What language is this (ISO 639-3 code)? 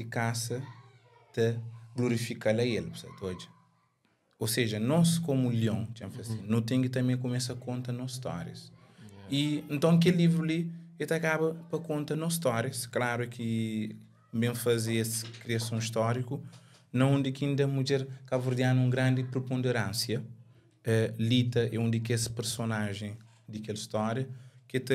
kea